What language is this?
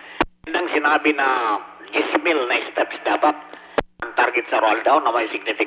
Bikol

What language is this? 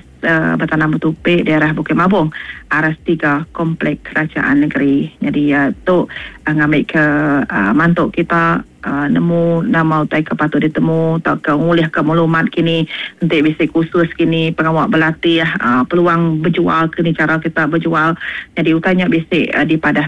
Iban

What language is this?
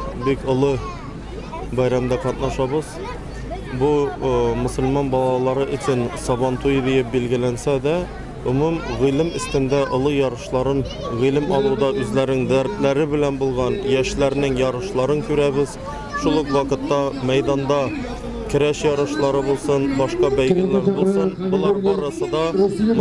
Tatar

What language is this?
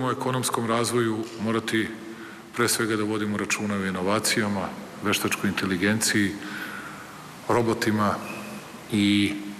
Serbian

